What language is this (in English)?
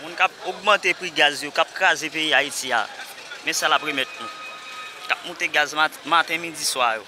Haitian Creole